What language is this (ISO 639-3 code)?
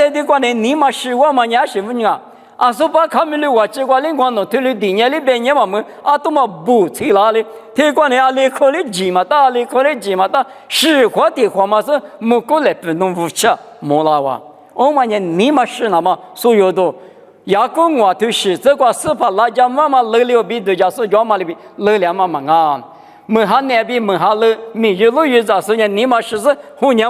lis